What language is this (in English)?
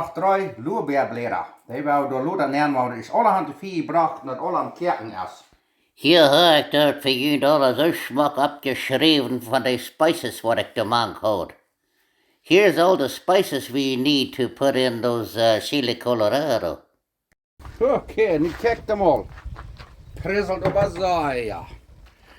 Plautdietsch